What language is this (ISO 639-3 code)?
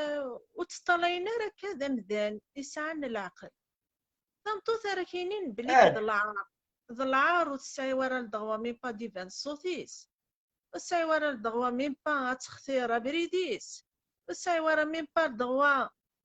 kab